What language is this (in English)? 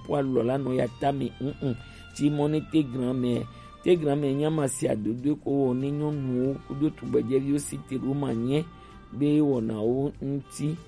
Gen